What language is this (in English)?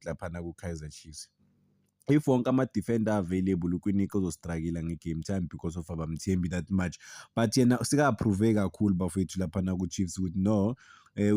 Zulu